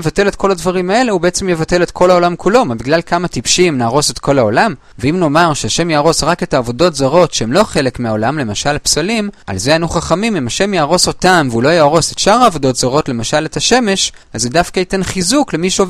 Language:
Hebrew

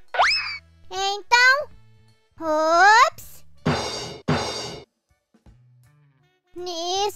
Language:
Portuguese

